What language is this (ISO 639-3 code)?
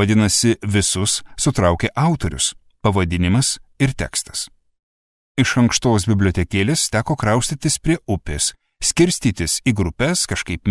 lit